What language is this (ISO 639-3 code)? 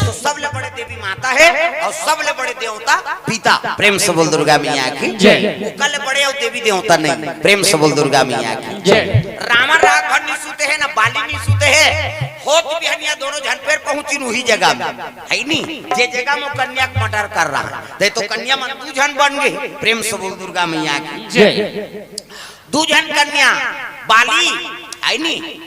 hne